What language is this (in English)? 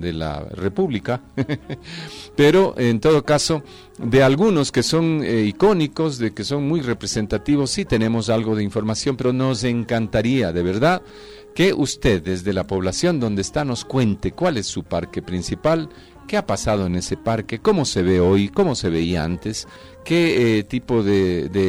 Spanish